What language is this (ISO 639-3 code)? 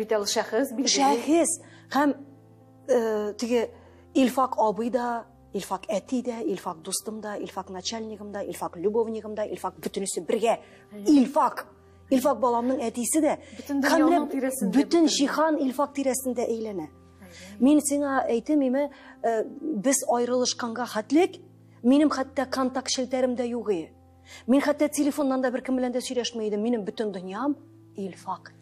tat